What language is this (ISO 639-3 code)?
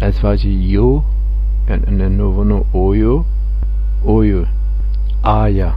zza